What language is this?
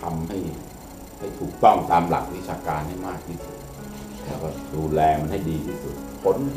Thai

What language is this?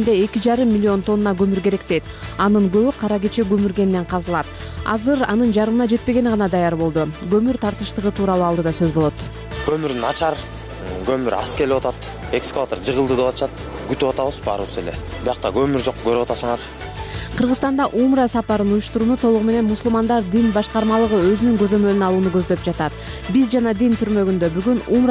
Kyrgyz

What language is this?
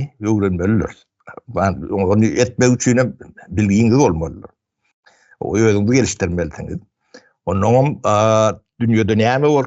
Turkmen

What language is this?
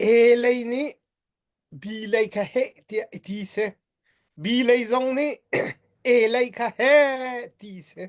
Hakha Chin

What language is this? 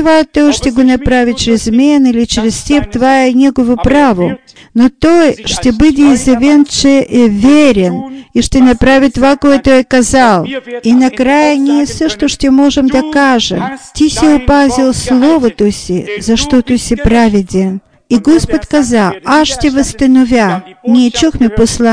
Bulgarian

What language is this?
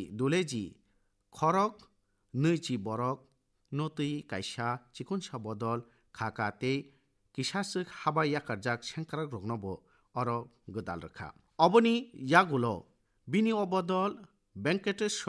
Kok Borok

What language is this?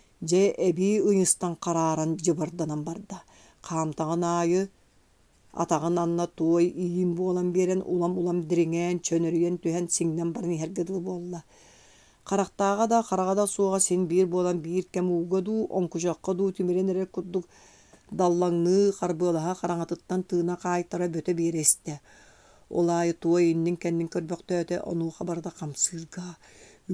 Yakut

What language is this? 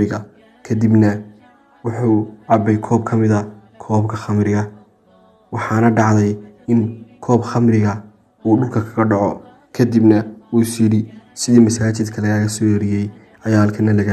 Somali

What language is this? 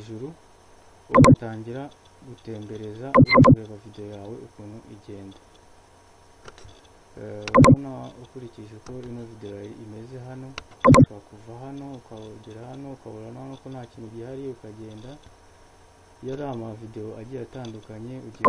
Kinyarwanda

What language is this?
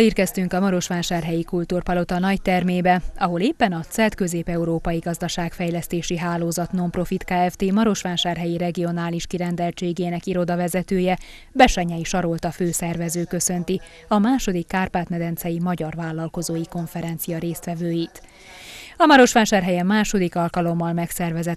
Hungarian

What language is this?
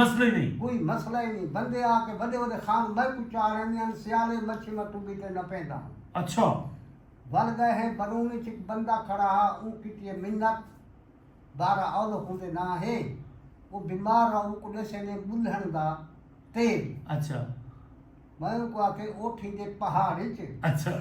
Saraiki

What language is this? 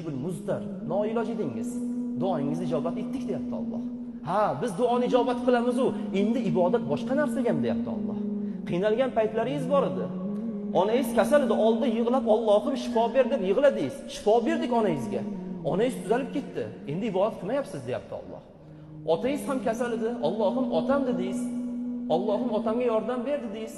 Uzbek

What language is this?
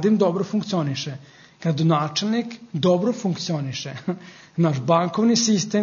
Serbian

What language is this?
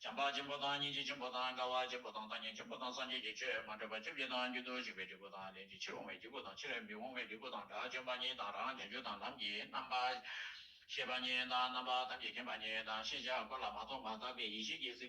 Tibetan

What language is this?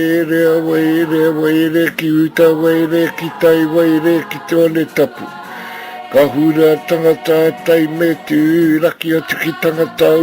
Māori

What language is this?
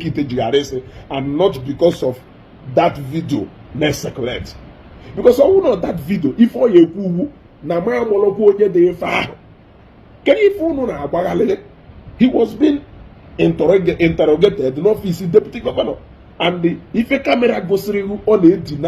Igbo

